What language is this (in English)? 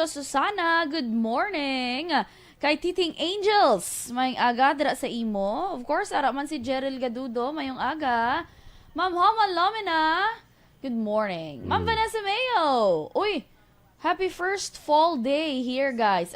Hiligaynon